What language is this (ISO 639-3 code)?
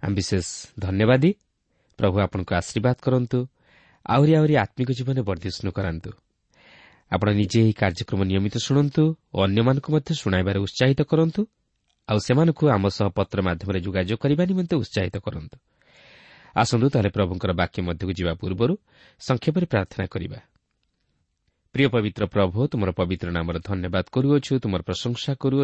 ori